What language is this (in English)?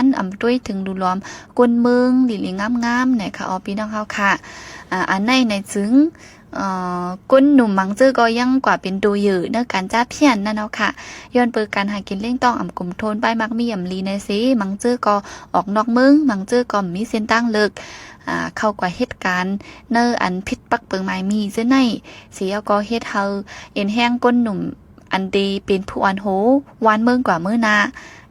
Shan